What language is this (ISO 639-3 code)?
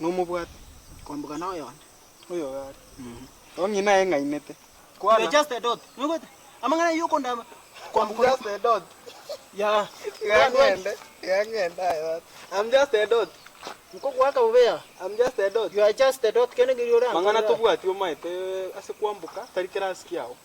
guz